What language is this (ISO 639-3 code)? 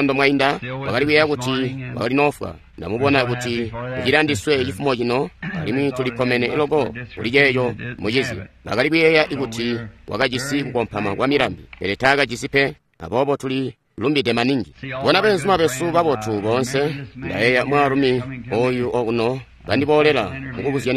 toi